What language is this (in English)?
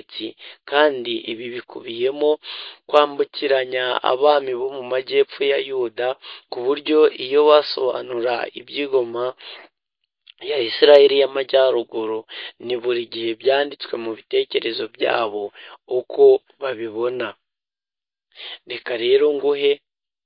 Kinyarwanda